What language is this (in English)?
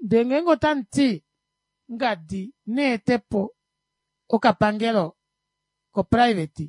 Kuanyama